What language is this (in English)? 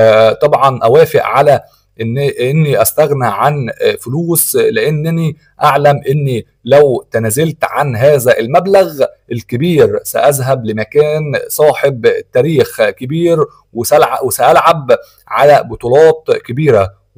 Egyptian Arabic